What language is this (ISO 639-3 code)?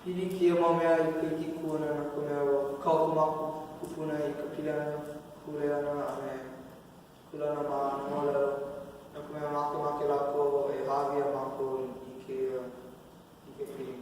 haw